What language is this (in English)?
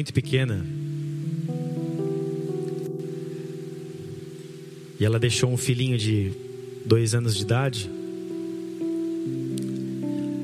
Portuguese